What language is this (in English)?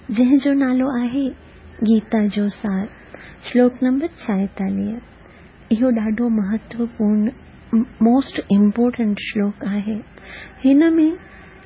Sindhi